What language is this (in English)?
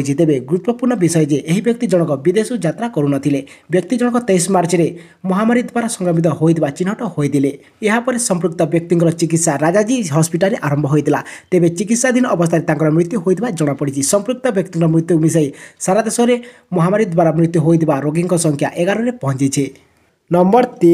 Odia